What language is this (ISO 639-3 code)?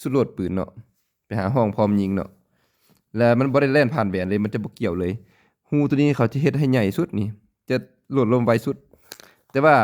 lao